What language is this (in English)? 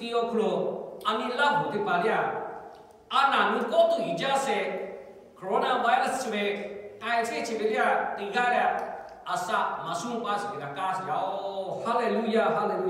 Lahu